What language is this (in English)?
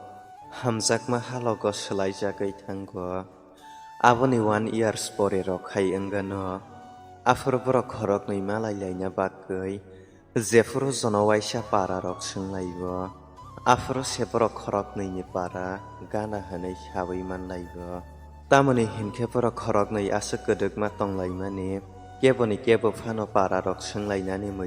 Kok Borok